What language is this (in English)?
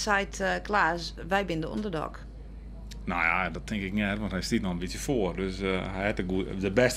Western Frisian